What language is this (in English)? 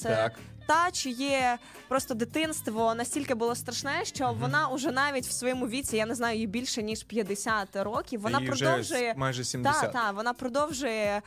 Ukrainian